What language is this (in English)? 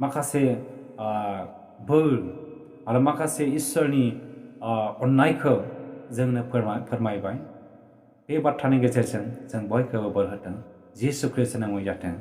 Bodo